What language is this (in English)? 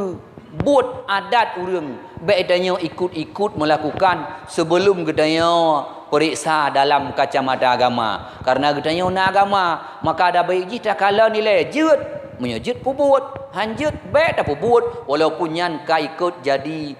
Achinese